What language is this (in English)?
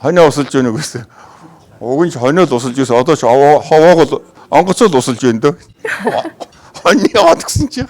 Mongolian